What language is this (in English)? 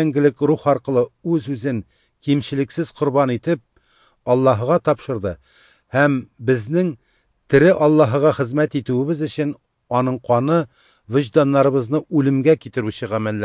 Tatar